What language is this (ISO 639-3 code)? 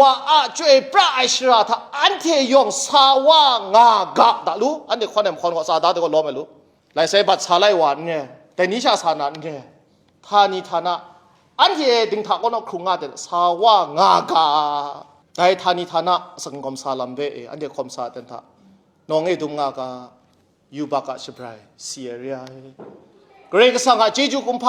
kac